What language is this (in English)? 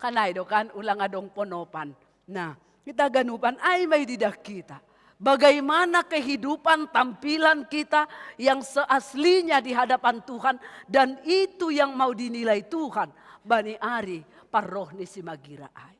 Batak Simalungun